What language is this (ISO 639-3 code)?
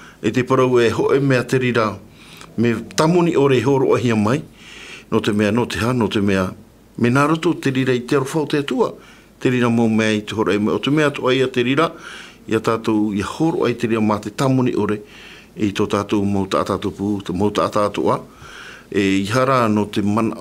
tah